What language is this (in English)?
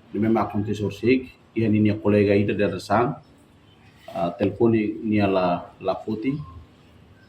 Tetum